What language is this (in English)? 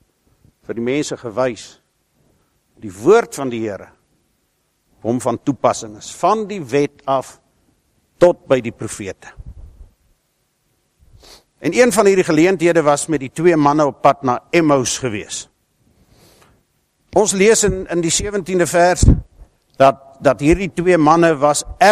Afrikaans